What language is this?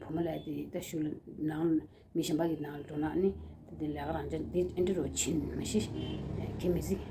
Tibetan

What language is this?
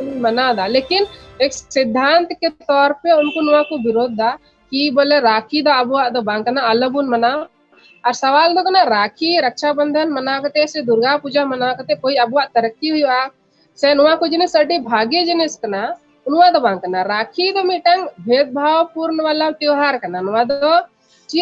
Santali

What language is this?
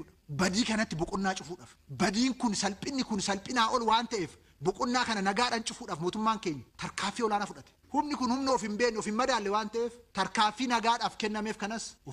Oromo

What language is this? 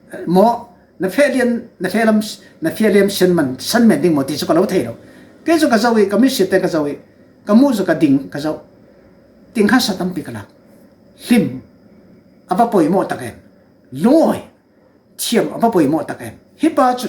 Falam Chin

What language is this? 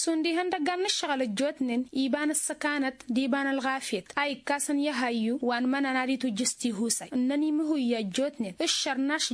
Tamasheq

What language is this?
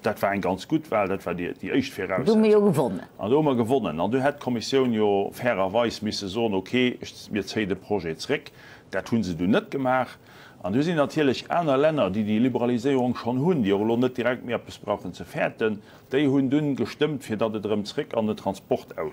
Luxembourgish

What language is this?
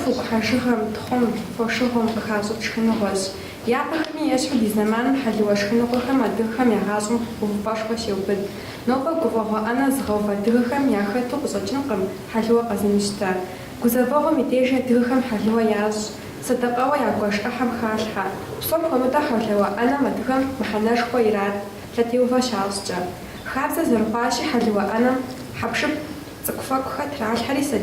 Kabardian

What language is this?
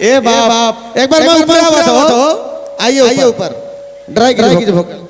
Sadri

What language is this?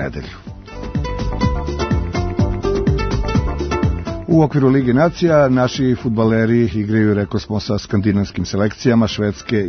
Serbian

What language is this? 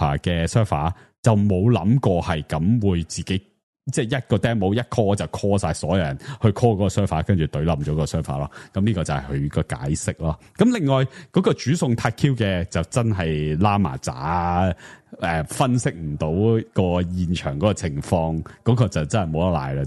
Cantonese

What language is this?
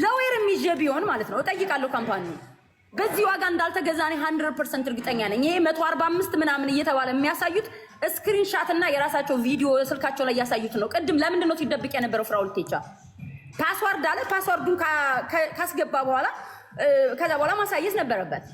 Amharic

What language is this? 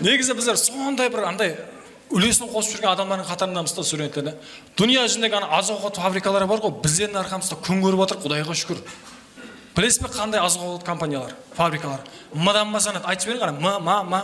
Kara-Kalpak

